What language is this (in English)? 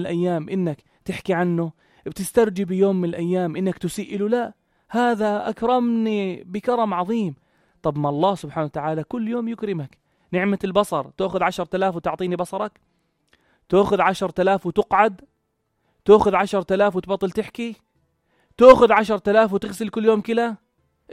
North Levantine Arabic